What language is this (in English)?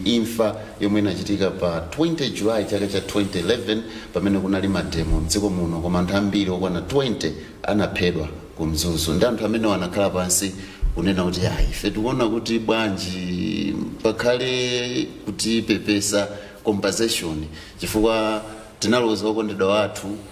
Nyanja